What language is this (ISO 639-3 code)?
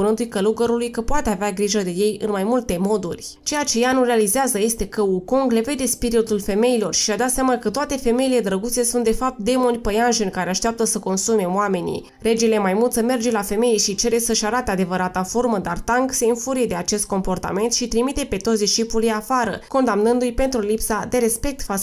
ron